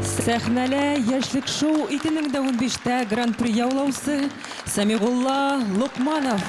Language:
Bashkir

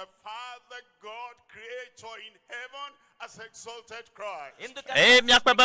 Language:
Ewe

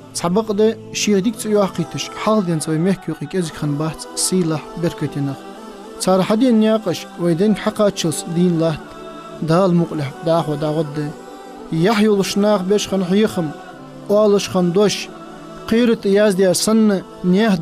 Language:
Ingush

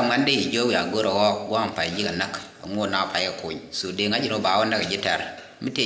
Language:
Nuer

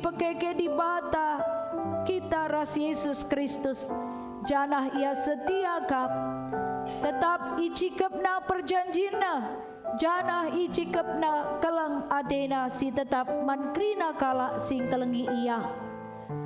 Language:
Batak Karo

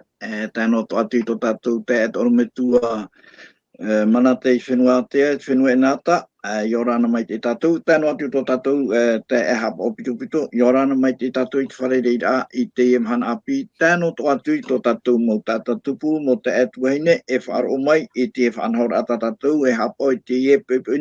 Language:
Tahitian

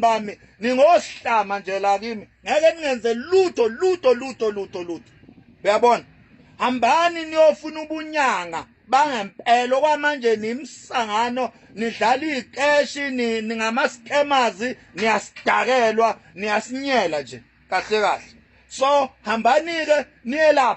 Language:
Zulu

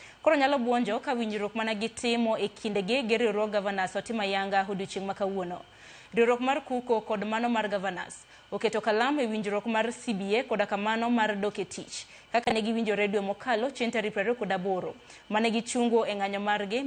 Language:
Luo (Kenya and Tanzania)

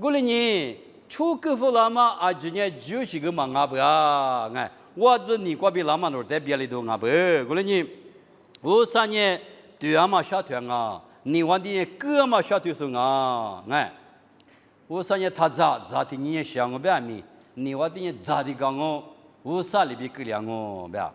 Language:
Lisu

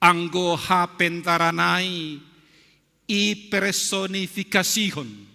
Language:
Batak Simalungun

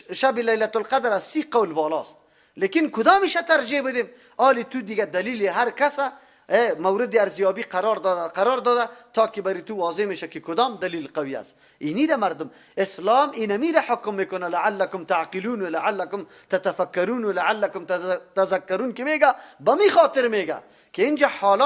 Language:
Persian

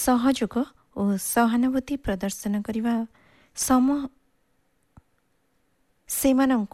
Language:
Odia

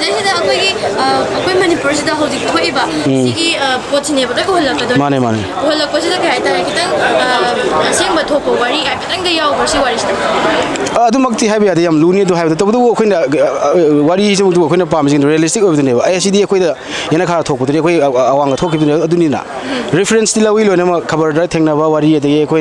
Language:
Manipuri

